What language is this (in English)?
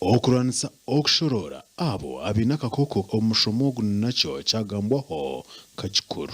Nyankole